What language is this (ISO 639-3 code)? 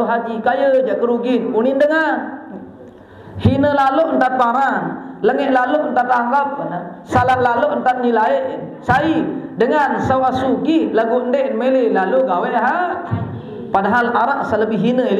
sas